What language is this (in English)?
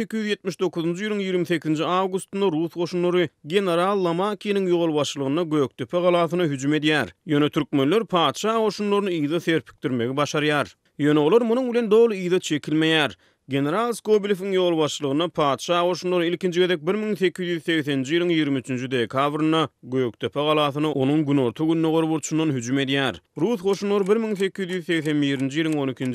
Turkmen